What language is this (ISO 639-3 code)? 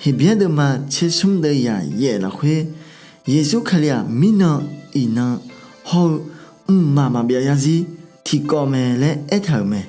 ahk